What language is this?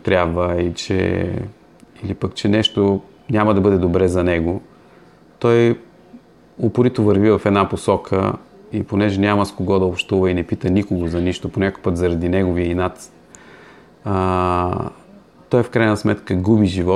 Bulgarian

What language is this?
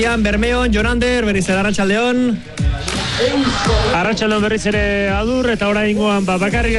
Basque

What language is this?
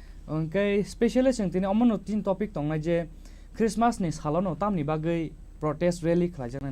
Kok Borok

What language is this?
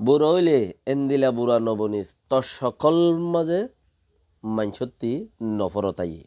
Rohingya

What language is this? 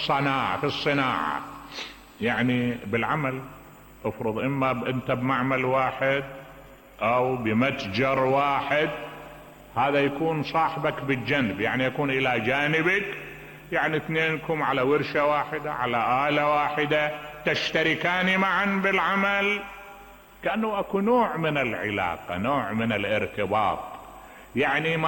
Mesopotamian Arabic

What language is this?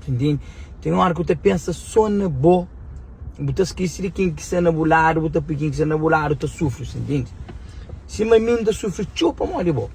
Kabuverdianu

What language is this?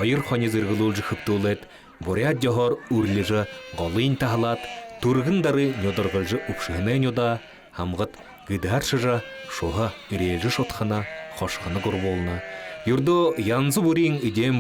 Buriat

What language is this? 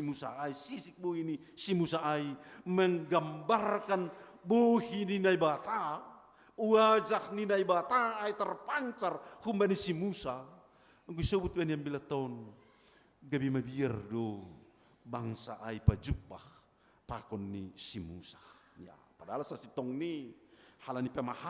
Batak Simalungun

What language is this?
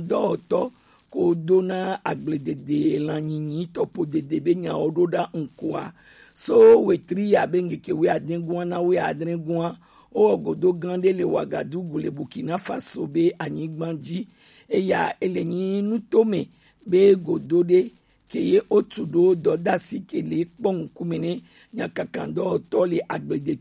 Gen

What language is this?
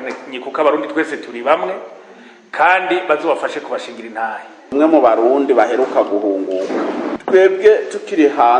Rundi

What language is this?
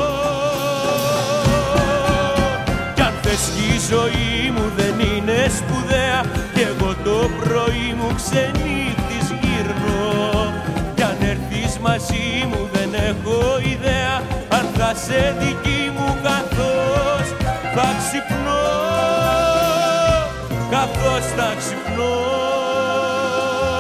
Greek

